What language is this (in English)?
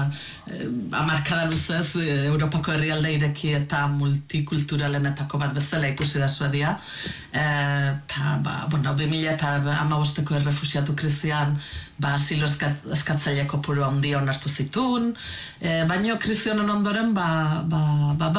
Basque